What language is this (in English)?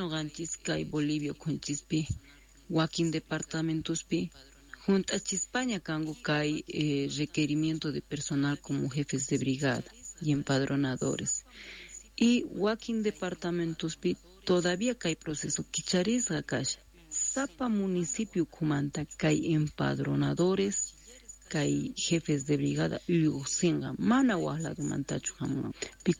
Quechua